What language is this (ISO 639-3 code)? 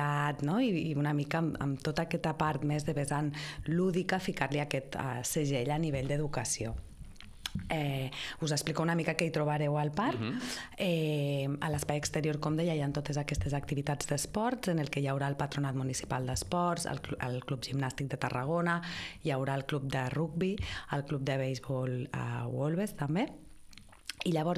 cat